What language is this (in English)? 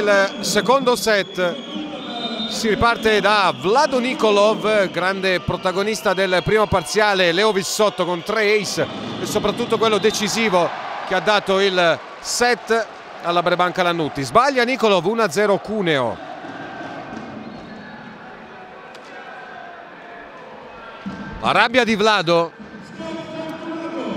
Italian